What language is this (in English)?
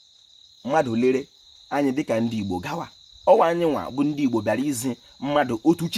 Igbo